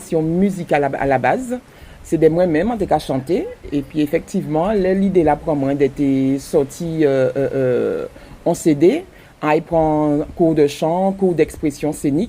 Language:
Guadeloupean Creole French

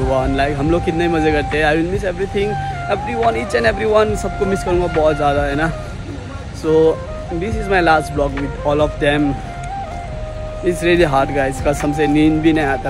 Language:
Hindi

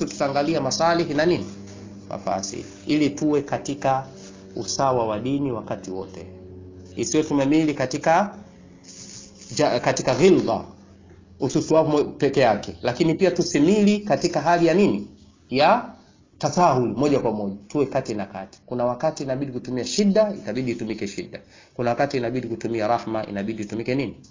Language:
Swahili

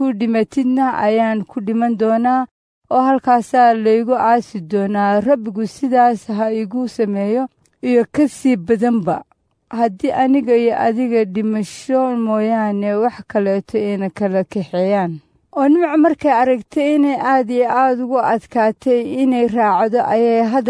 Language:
Somali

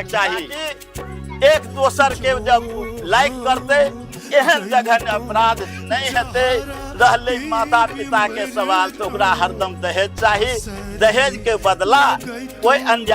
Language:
Maithili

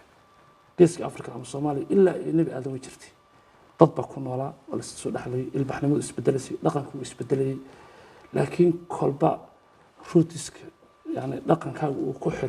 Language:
Somali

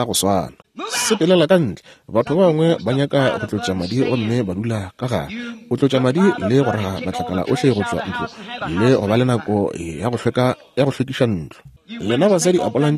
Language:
Northern Sotho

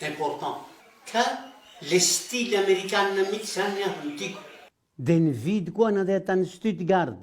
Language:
Malagasy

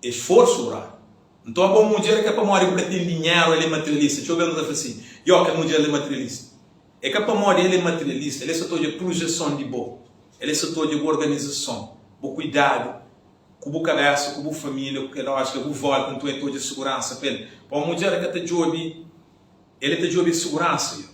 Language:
Kabuverdianu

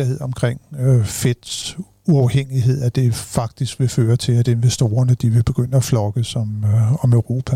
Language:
Danish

